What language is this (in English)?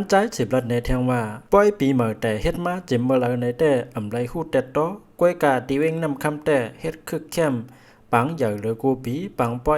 Shan